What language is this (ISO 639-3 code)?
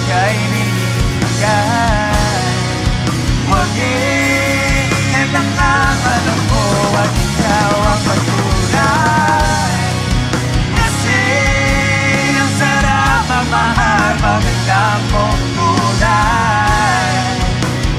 fil